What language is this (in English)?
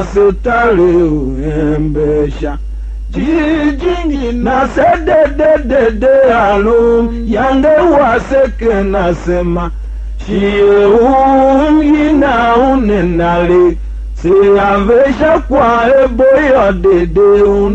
Tiv